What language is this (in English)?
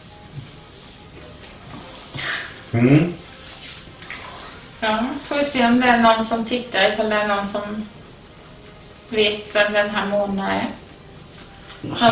Swedish